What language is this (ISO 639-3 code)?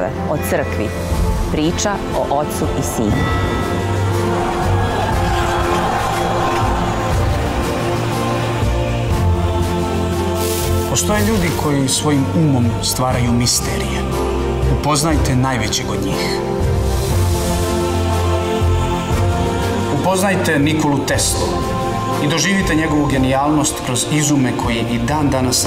srp